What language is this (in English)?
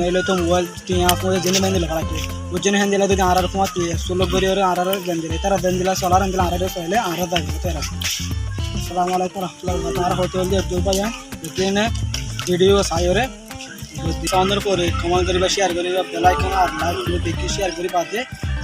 Rohingya